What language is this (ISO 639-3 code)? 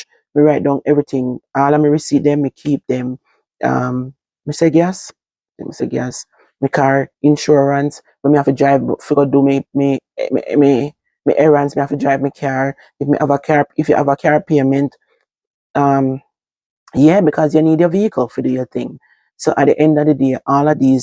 jam